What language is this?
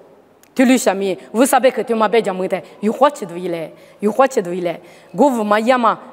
Lisu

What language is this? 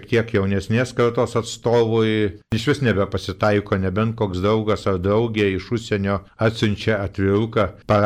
Lithuanian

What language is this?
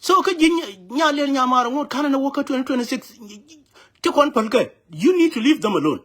Nuer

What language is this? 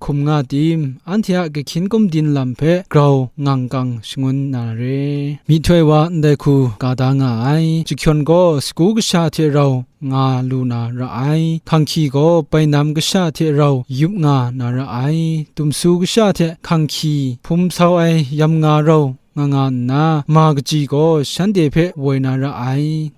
Kachin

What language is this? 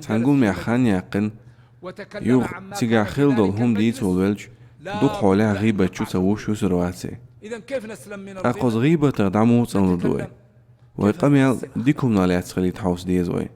Chechen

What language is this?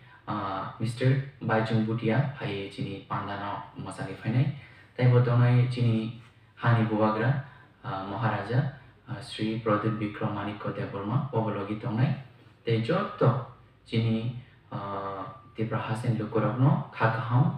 Kok Borok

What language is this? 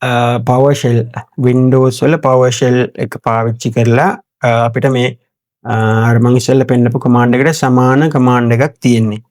Sinhala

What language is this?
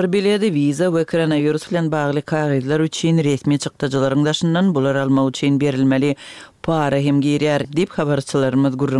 Turkmen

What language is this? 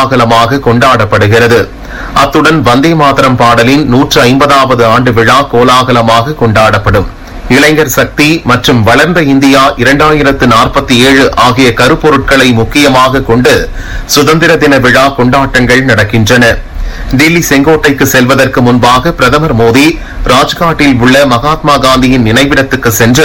Tamil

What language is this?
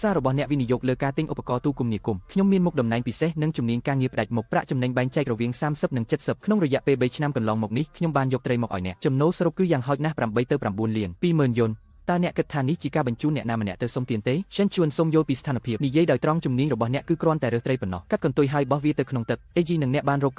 Khmer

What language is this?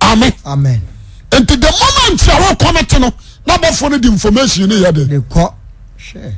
Akan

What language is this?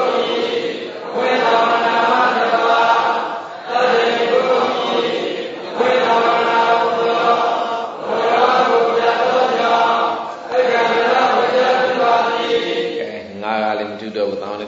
Burmese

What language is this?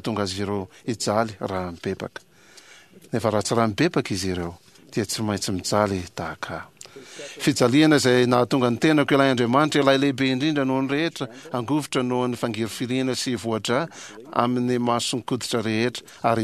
Malagasy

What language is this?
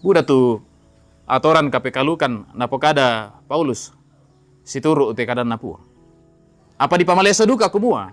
Toraja-Sa'dan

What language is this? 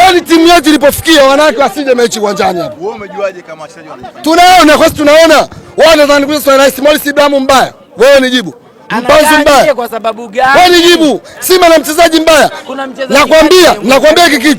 Swahili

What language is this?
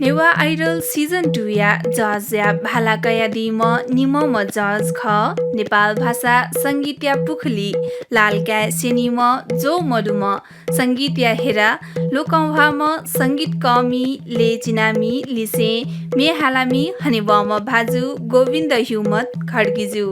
Newari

